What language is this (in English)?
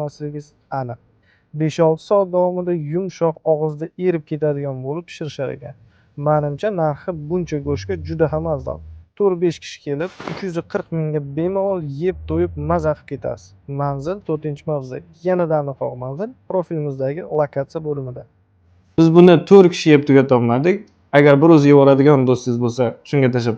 Uzbek